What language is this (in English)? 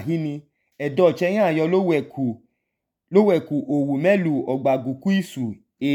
Idoma